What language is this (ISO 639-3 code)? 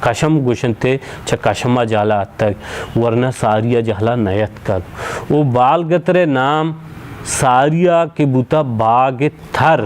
bal